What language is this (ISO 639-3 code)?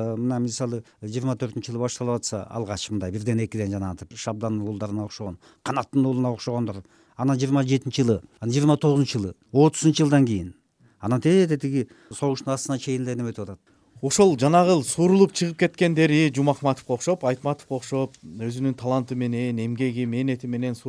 kir